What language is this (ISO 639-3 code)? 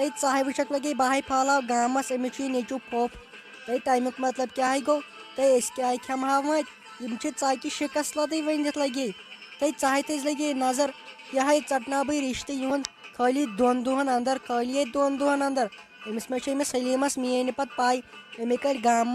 kas